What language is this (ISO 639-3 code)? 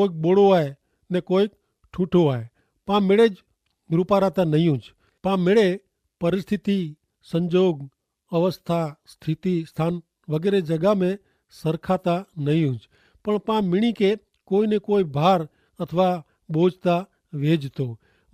kfr